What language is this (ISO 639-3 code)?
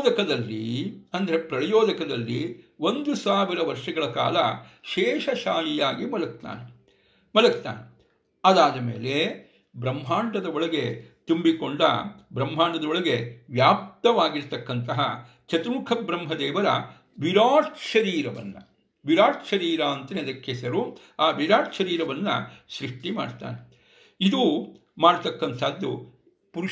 kan